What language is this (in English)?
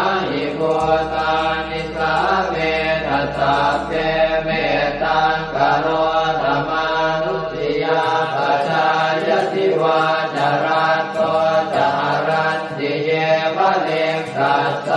Pali